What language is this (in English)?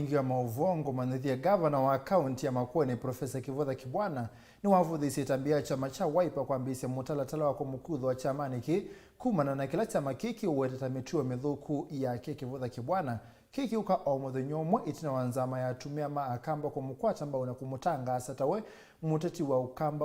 Kamba